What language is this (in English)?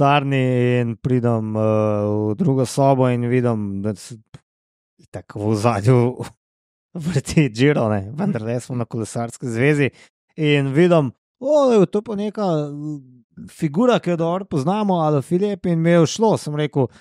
Slovenian